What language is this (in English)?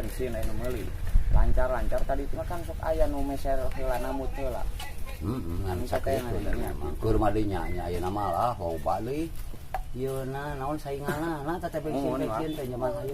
Sundanese